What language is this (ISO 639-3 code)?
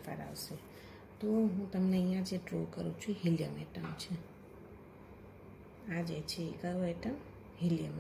guj